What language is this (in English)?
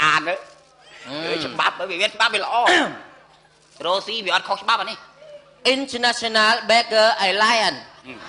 Khmer